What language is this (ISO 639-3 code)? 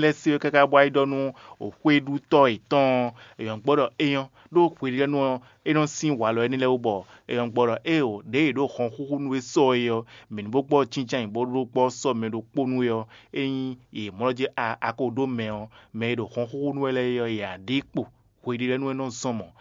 fon